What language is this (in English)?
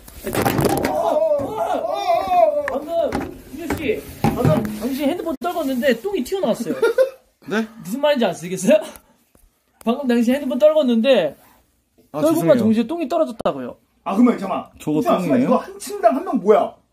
Korean